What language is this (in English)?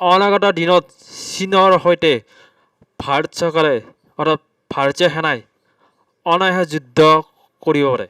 Assamese